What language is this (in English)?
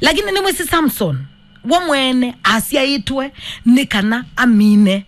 Kamba